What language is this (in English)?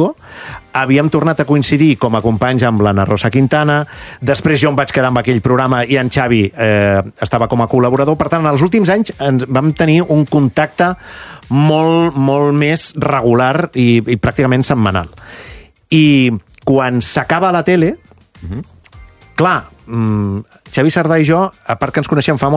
Catalan